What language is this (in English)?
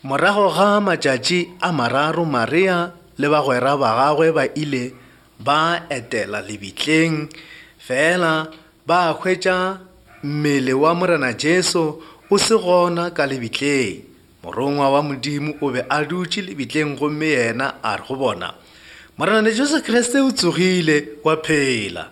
Northern Sotho